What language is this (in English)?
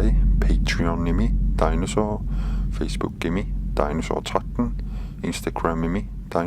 Kalaallisut